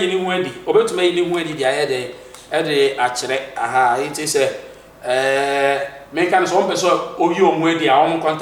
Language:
Akan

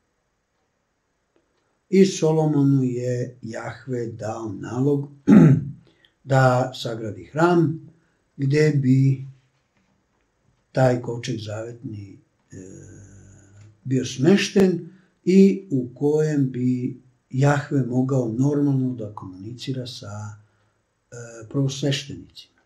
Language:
Serbian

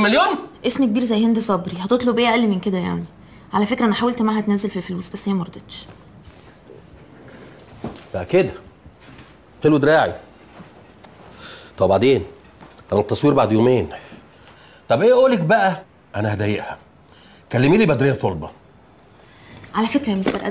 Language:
Egyptian Arabic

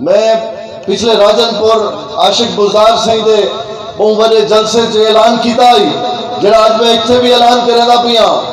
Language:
Saraiki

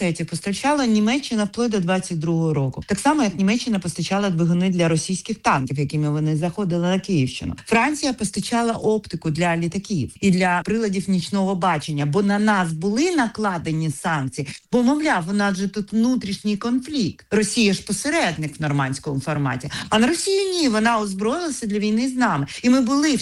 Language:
Ukrainian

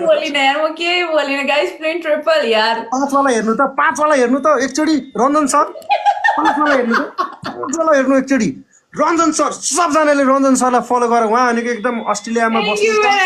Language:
Nepali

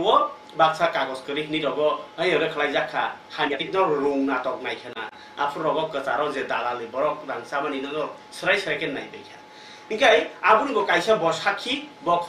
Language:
Kok Borok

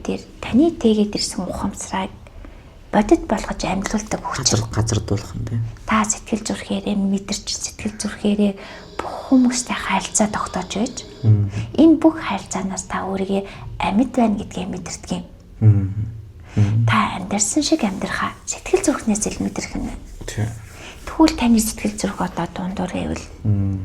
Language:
Mongolian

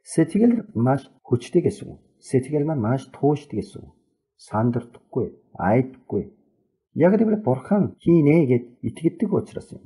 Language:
Mongolian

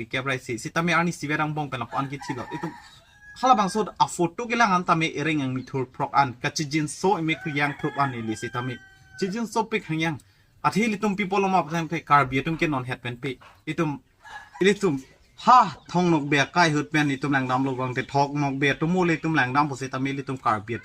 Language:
Karbi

